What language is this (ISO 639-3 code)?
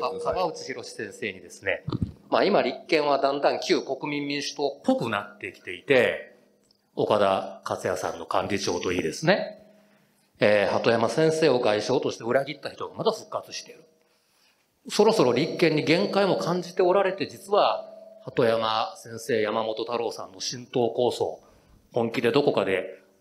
jpn